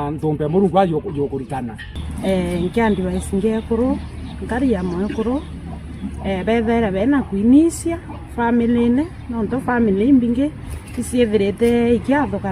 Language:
Meru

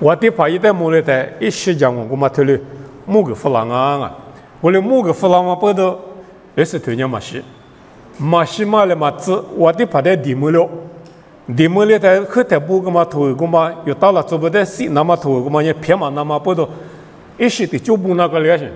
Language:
Lisu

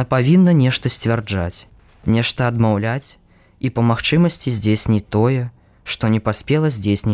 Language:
Belarusian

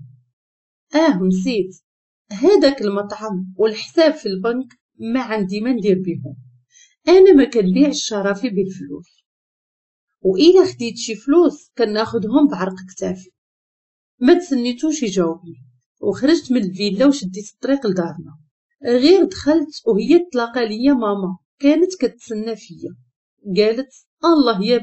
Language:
Moroccan Arabic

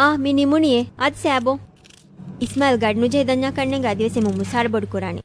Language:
Divehi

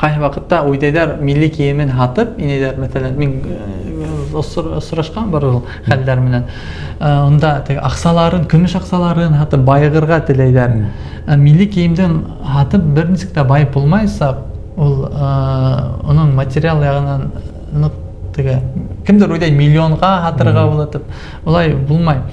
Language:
Bashkir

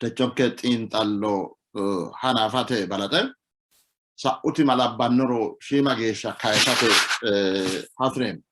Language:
Sidamo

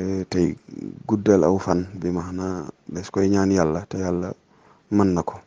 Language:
Wolof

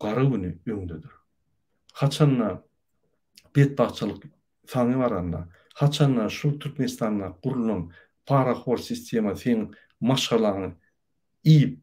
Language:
Turkmen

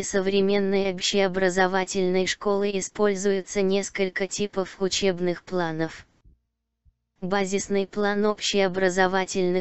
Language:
Russian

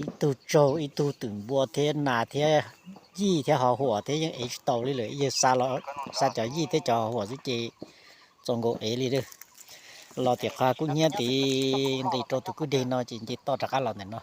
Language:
Hmong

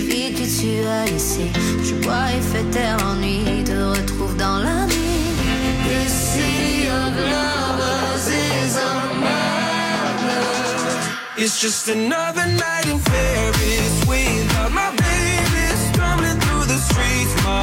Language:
French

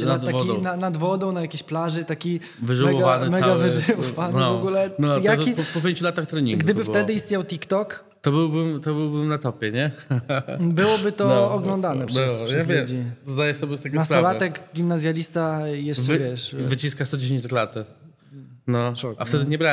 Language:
Polish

